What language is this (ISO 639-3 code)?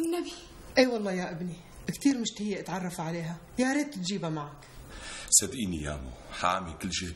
apc